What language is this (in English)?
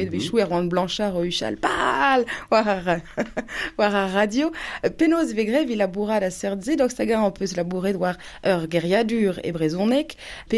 Breton